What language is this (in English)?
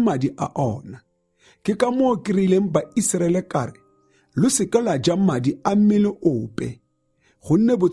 Tswana